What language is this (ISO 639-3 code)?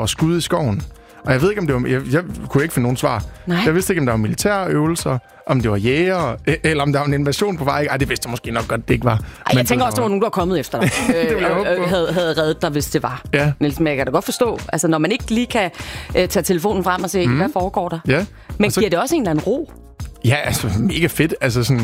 dan